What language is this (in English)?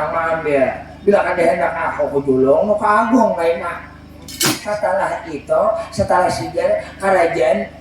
Banjar